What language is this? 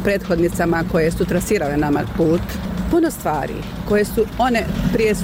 Bosnian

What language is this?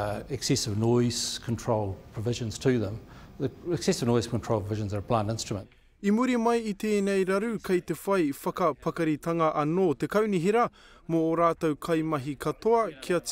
Māori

